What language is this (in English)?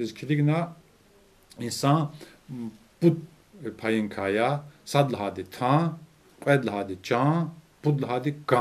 Lezghian